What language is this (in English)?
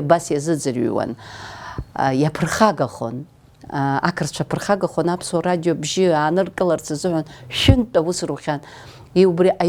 Abkhazian